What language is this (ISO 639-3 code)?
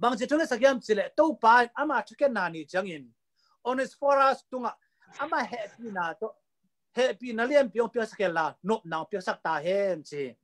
ctd